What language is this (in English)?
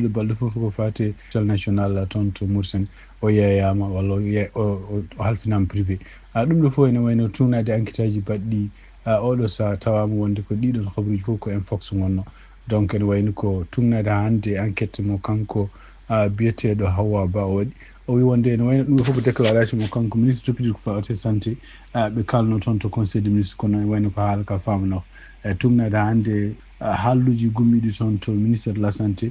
Fula